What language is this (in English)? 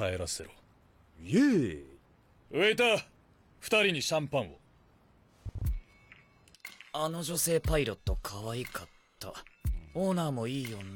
Japanese